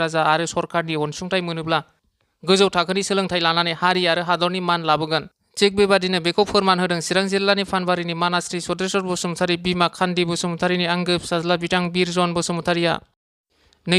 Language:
Bodo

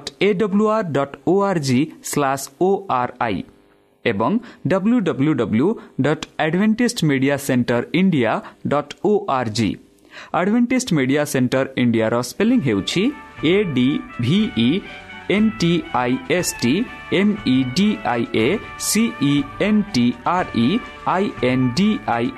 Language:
Odia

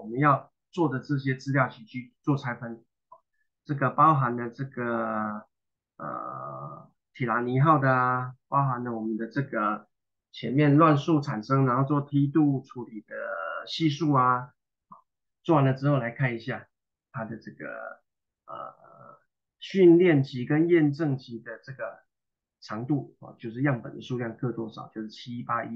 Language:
Chinese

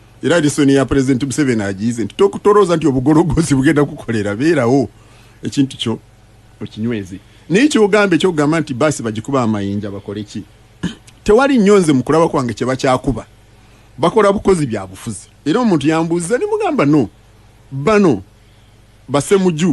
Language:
Ganda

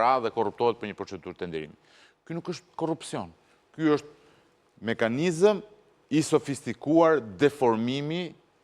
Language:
Albanian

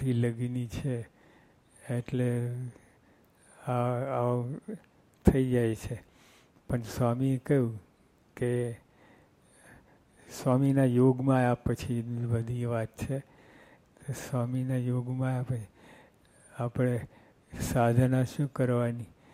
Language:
Gujarati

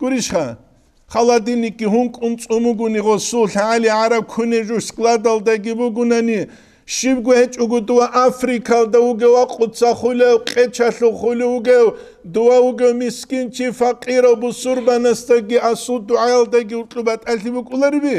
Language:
Avaric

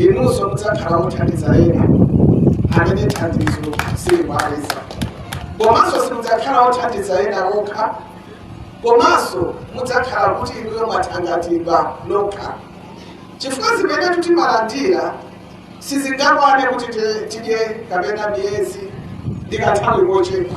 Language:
Nyanja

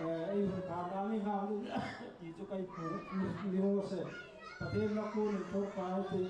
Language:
Hmar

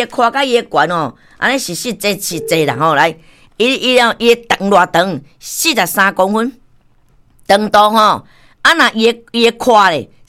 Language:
Min Nan Chinese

